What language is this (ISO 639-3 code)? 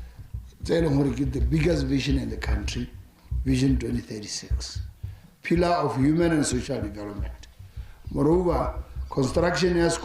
tsn